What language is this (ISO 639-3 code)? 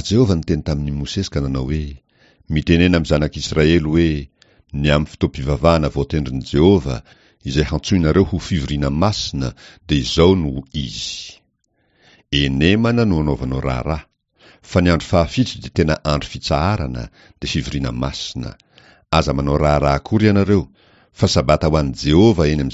mlg